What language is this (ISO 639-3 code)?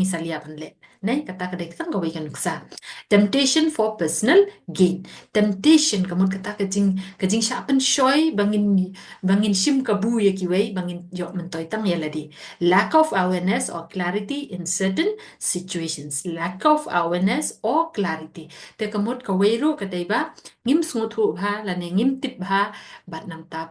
kha